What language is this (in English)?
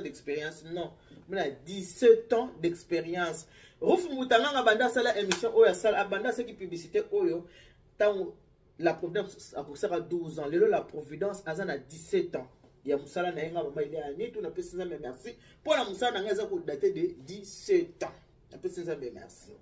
Lingala